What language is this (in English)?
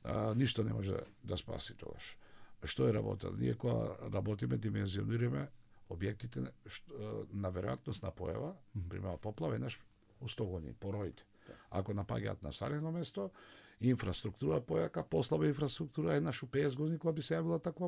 Macedonian